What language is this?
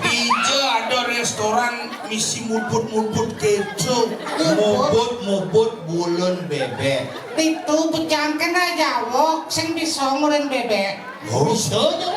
Balinese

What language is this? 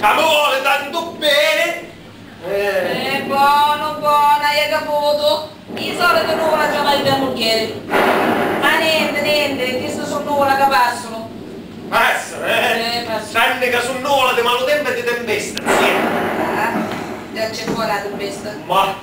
Sicilian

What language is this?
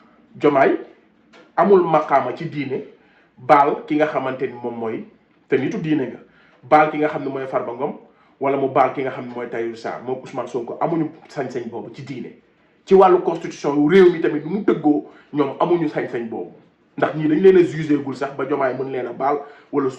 Wolof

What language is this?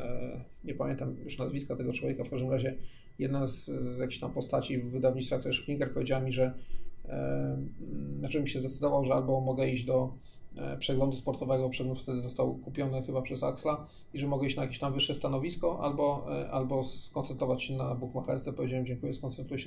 Polish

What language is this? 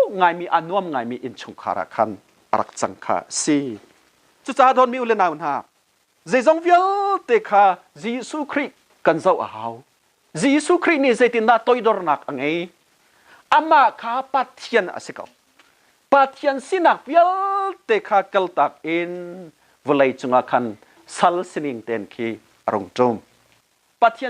Hakha Chin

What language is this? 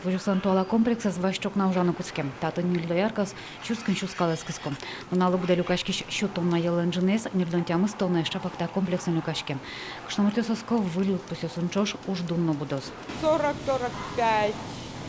Udmurt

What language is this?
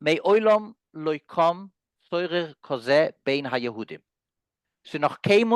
Yiddish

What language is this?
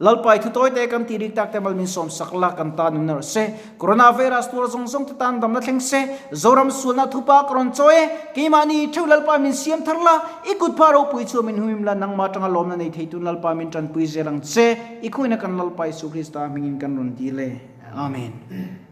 Mizo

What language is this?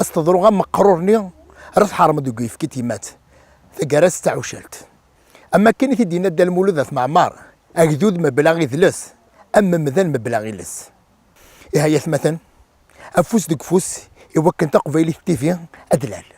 Kabyle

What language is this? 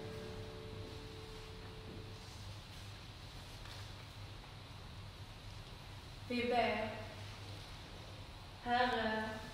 Swedish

